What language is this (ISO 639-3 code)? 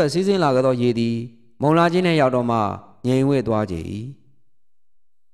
mya